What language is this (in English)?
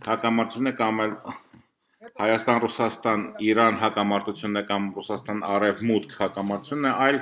Armenian